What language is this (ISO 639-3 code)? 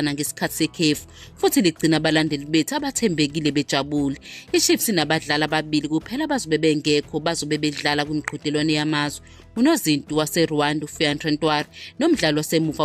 zul